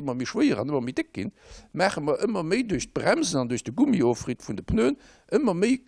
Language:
Luxembourgish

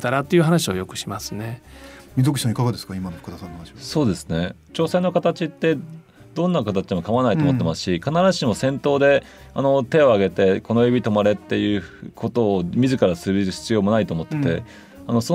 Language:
Japanese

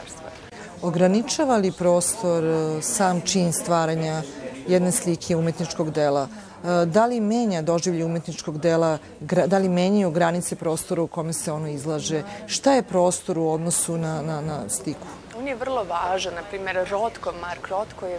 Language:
Serbian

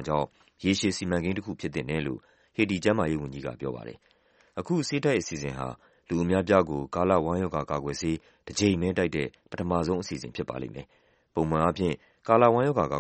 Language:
Burmese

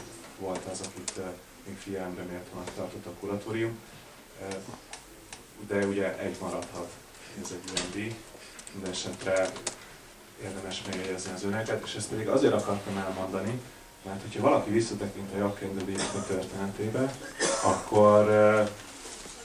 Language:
Hungarian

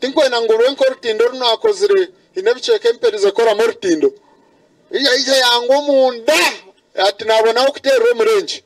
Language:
Nyankole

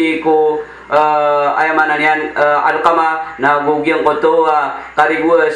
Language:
Maranao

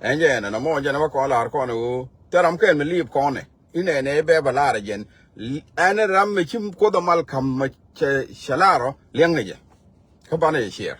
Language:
Nuer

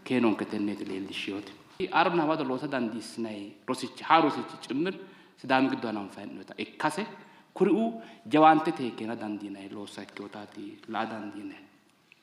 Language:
Sidamo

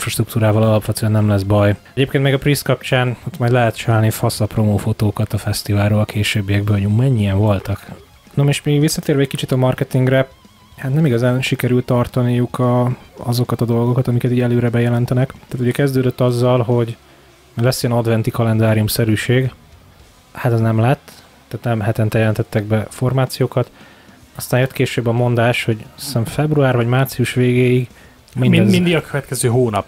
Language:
Hungarian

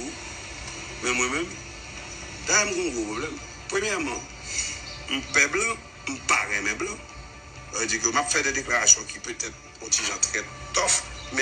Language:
Haitian Creole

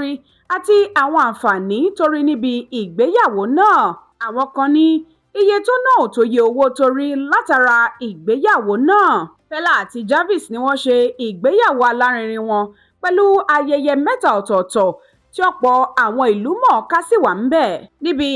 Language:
Yoruba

